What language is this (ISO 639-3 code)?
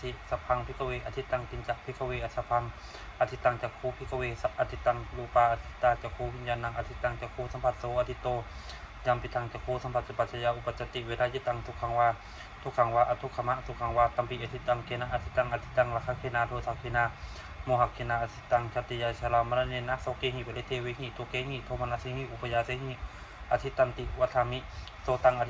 pli